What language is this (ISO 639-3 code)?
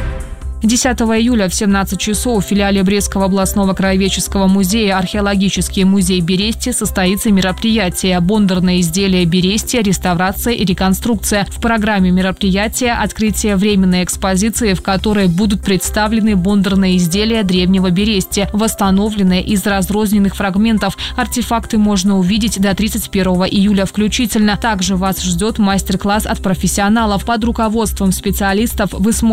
rus